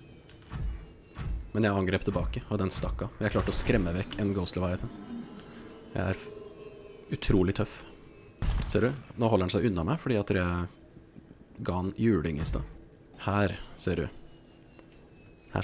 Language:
Norwegian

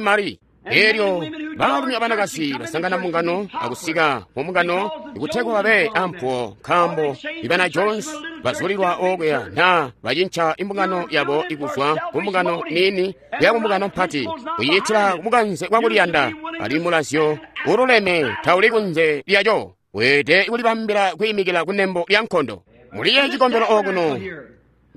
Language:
Tonga (Zambia)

